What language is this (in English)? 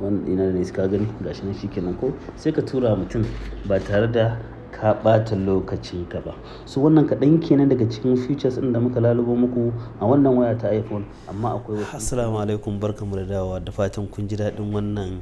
Hausa